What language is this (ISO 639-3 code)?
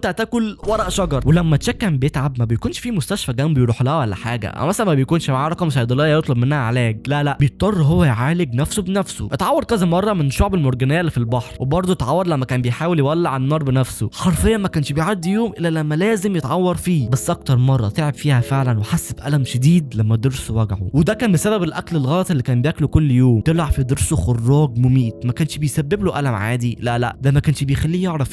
arz